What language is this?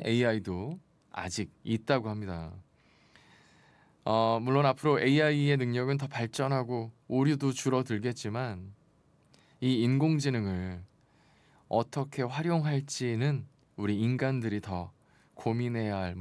Korean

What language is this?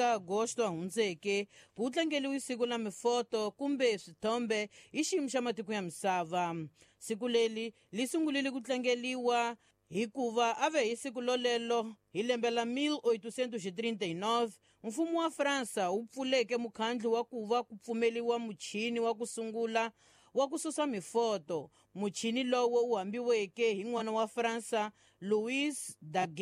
Tsonga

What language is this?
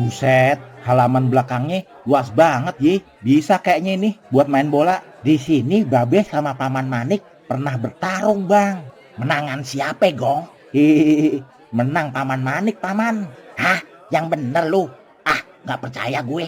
Betawi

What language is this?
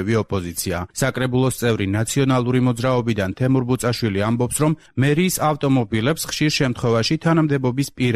Georgian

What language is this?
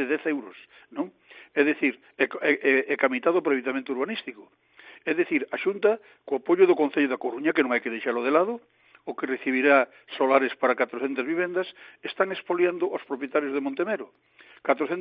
Galician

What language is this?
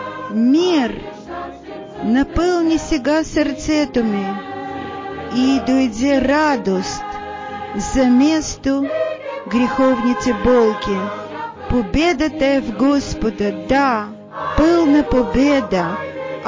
Bulgarian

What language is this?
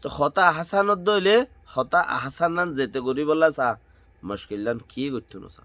Rohingya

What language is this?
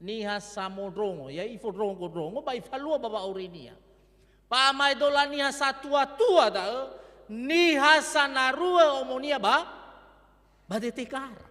Nias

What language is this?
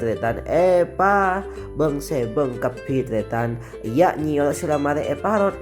Madurese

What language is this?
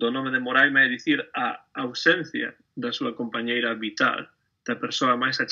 Galician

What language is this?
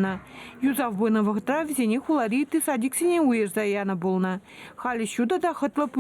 Chuvash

